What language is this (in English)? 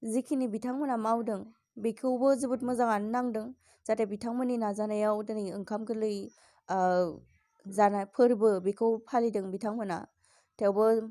Bodo